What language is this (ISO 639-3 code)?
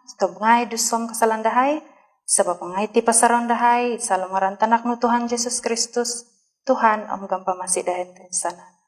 dtp